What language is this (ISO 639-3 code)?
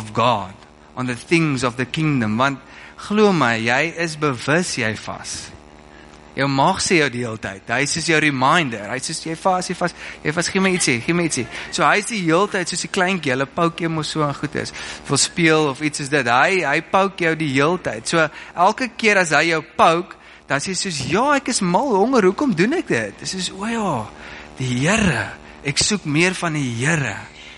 afr